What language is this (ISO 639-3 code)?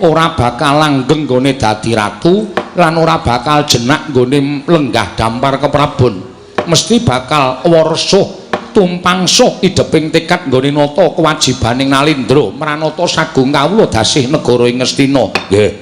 jav